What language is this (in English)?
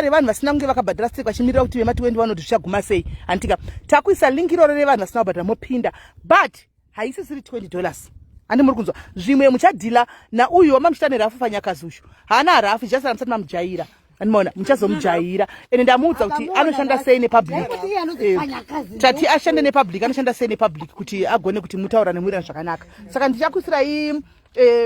Shona